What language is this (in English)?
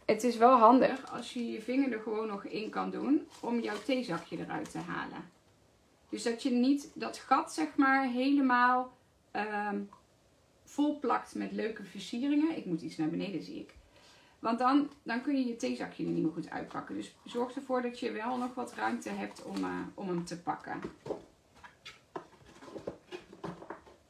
Dutch